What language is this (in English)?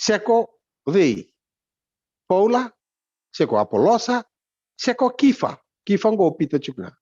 Fijian